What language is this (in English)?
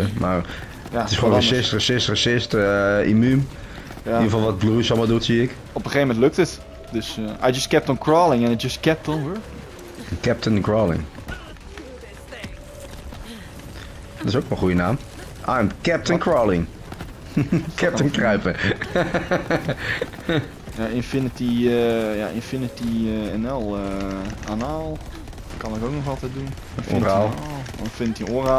Dutch